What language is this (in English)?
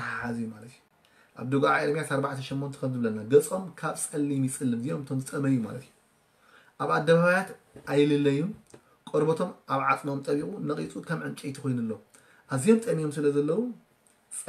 Tigrinya